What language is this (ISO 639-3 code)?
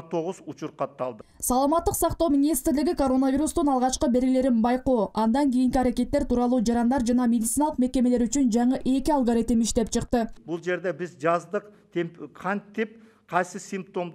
kir